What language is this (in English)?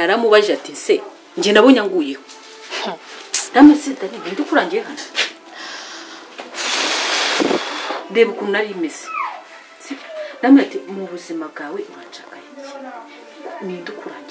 Kinyarwanda